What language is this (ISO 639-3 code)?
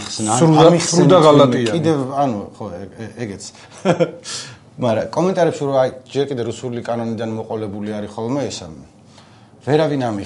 kat